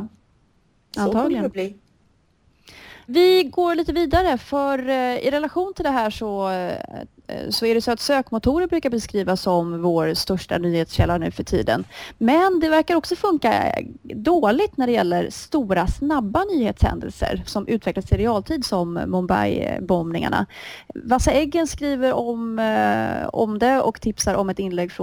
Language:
Swedish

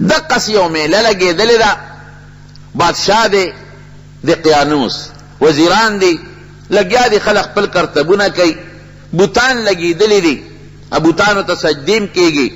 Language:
Pashto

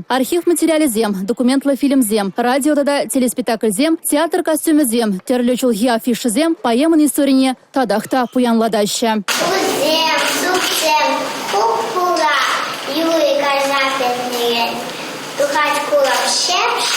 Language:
Chuvash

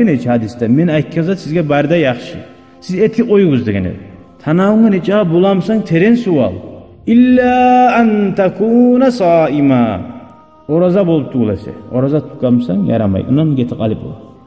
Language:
Kumyk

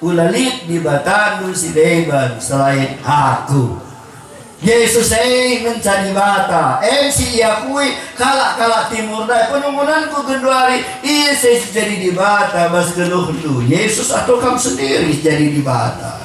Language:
Batak Karo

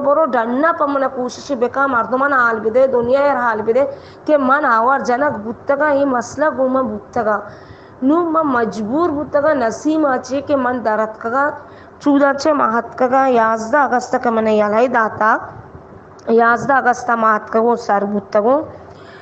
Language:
Baluchi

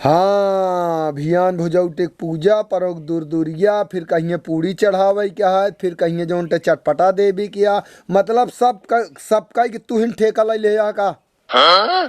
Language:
Awadhi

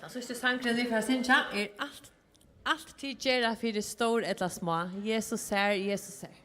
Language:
Faroese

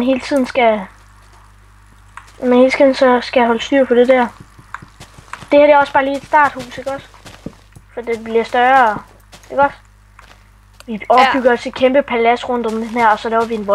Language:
Danish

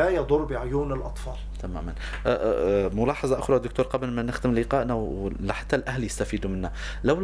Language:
North Levantine Arabic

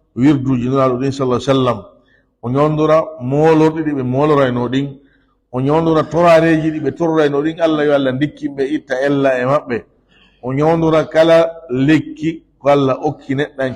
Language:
Fula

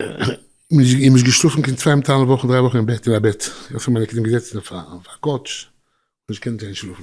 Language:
Yiddish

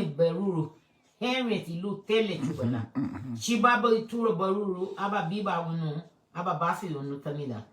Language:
Garifuna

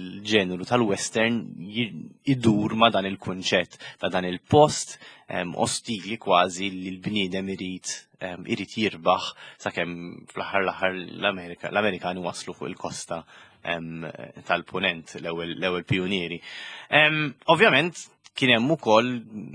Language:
Maltese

